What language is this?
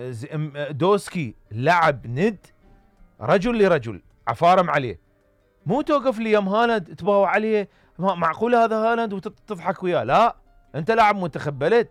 Mesopotamian Arabic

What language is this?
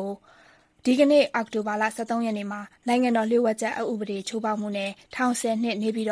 Burmese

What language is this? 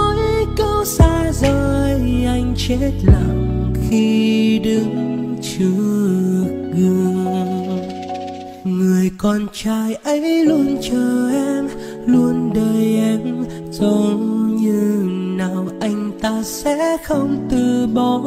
Vietnamese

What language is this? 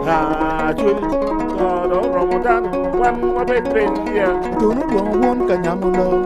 Acoli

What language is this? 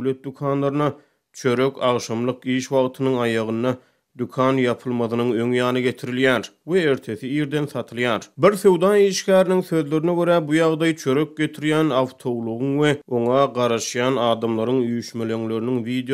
Turkmen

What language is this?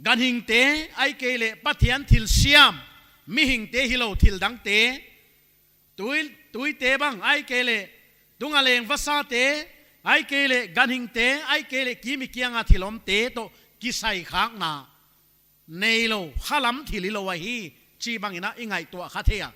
Paite Chin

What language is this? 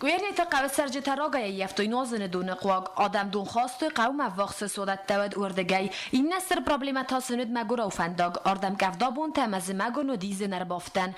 Ossetic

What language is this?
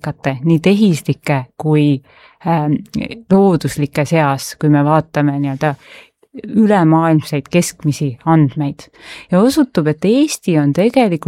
Estonian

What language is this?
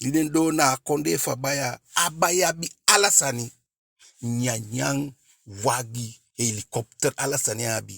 Eastern Maroon Creole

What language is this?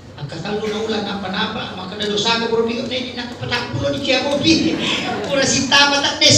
Buginese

